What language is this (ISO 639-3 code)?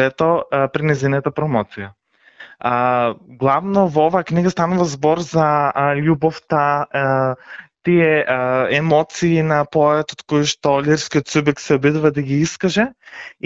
mkd